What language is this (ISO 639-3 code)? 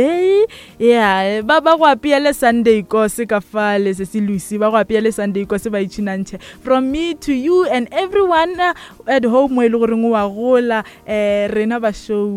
nso